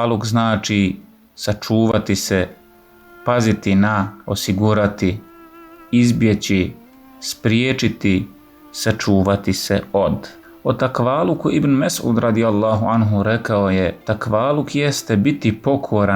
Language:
Bosnian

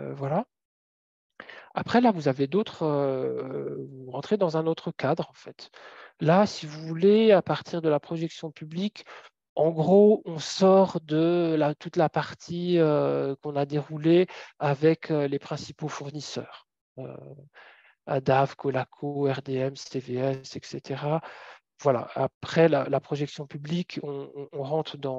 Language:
French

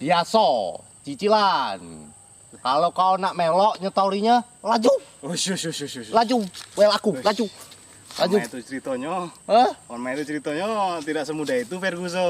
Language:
Musi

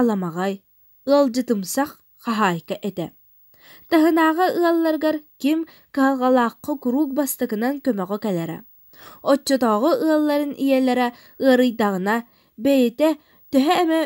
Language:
Yakut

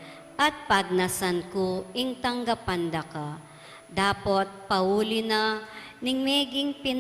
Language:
Pampanga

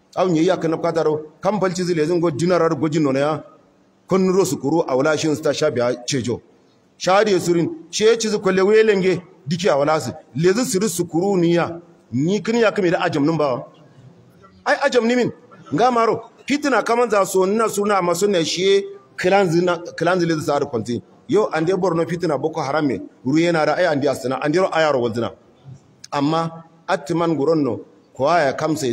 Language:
Hausa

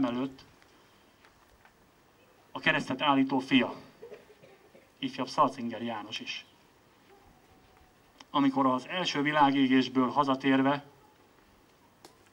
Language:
Hungarian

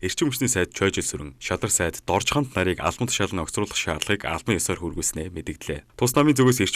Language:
Mongolian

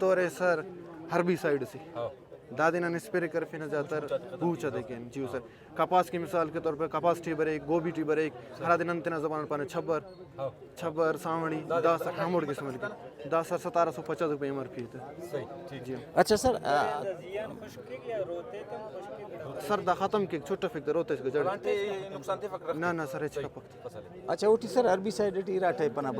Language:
Brahui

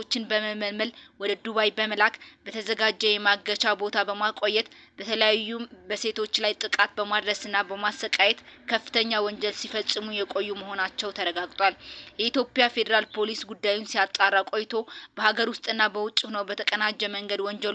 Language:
Amharic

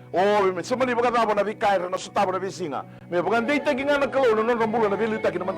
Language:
Fijian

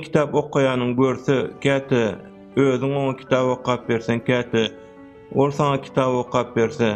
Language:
Turkmen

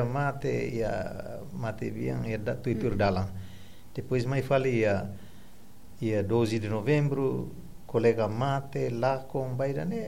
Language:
Tetum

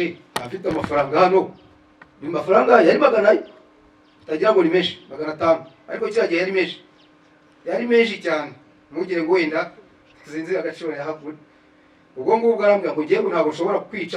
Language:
Kinyarwanda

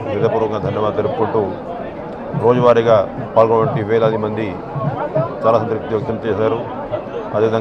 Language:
Telugu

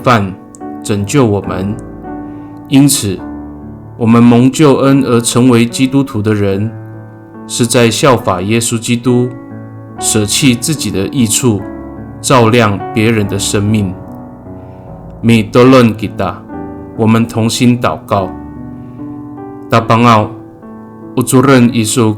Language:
Amis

